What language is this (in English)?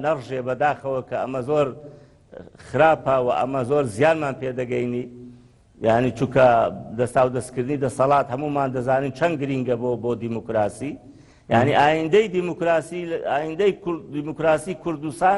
Central Kurdish